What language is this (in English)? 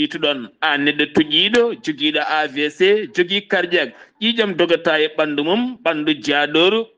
Fula